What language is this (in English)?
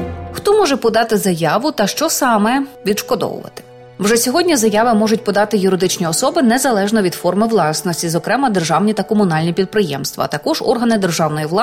Ukrainian